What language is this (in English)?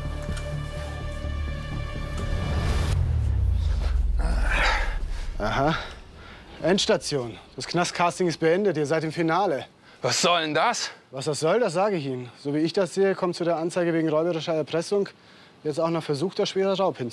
German